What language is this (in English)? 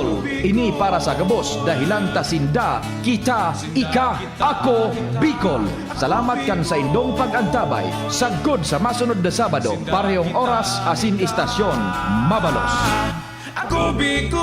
Bikol